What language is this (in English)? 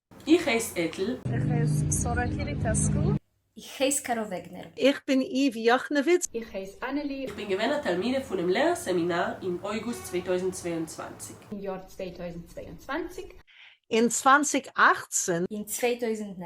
Yiddish